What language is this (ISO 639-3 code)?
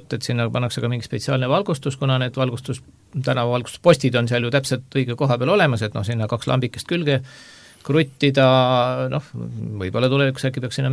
est